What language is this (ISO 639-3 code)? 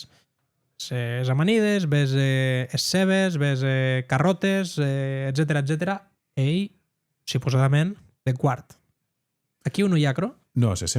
oci